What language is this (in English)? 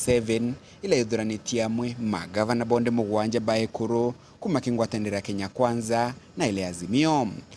Meru